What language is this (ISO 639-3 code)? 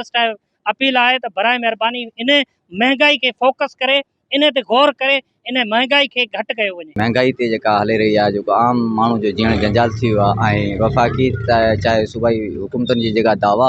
snd